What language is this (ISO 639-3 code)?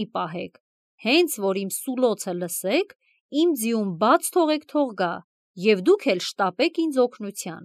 hye